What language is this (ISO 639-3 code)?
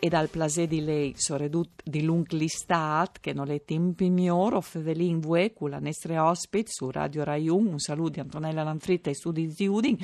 fur